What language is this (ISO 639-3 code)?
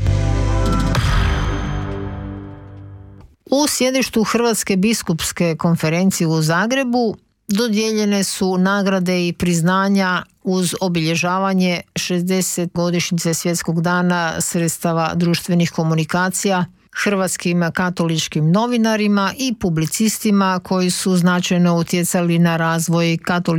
hrv